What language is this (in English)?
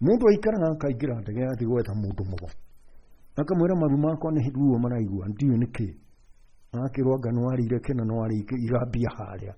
Kikuyu